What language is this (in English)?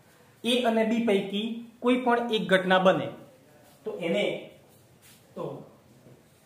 Gujarati